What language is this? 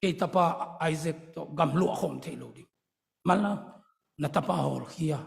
Tedim Chin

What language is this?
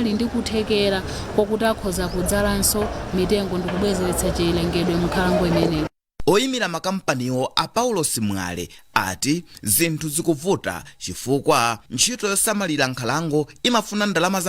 Nyanja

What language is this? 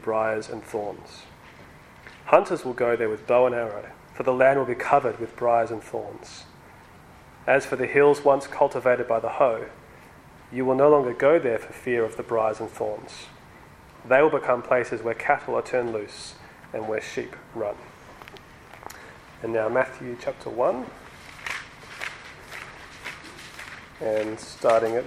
English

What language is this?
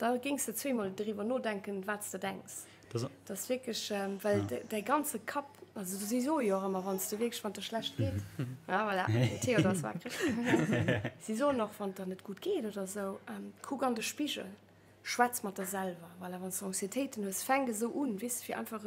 Luxembourgish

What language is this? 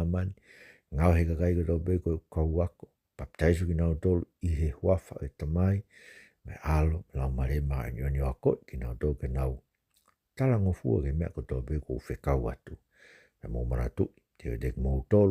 Tongan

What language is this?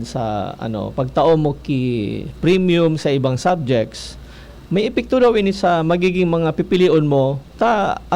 Bikol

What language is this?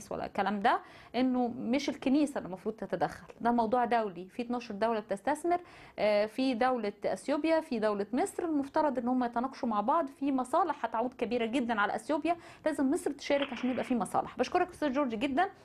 Egyptian Arabic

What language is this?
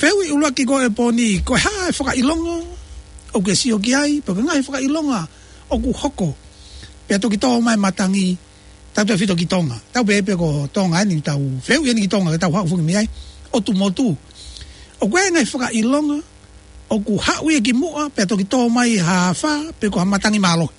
Tongan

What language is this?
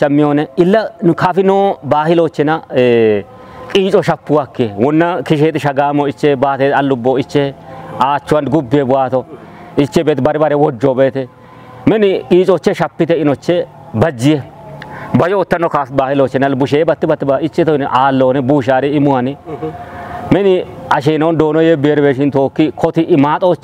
Kafa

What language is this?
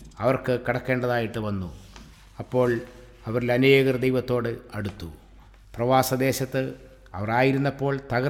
Malayalam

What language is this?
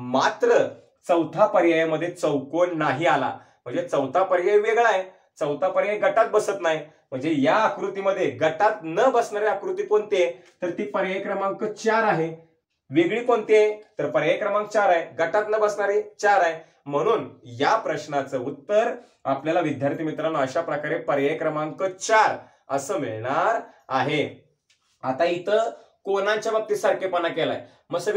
Marathi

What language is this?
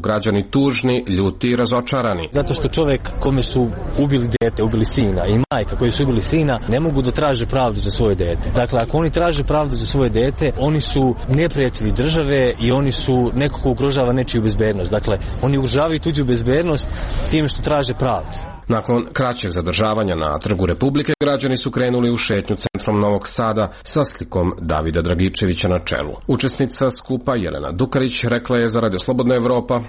Serbian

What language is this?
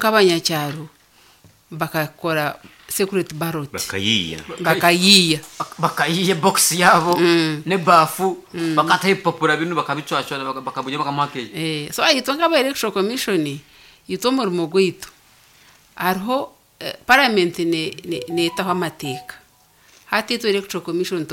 Nyankole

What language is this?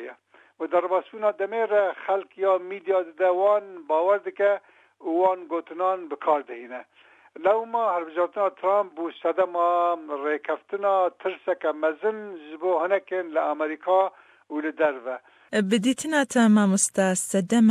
Kurdish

